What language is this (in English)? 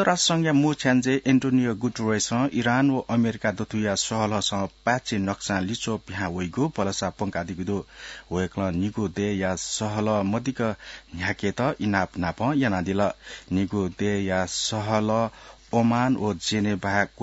Newari